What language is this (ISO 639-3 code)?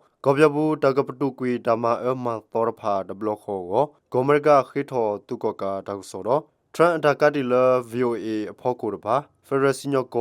ksw